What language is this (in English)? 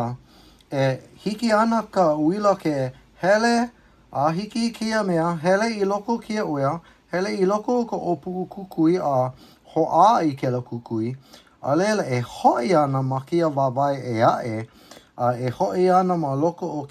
Hawaiian